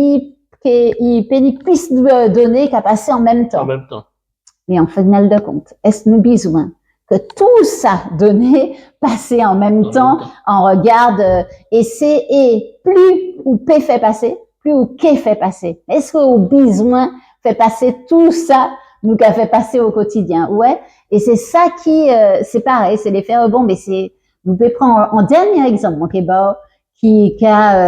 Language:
Guadeloupean Creole French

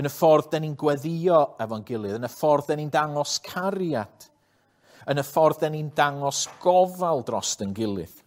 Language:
Welsh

